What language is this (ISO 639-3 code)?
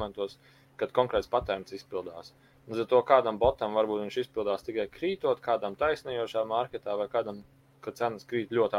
lav